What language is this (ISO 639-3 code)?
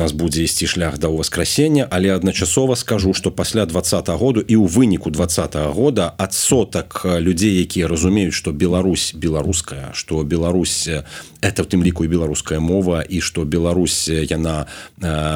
bel